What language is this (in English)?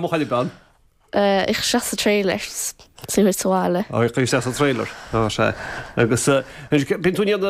Irish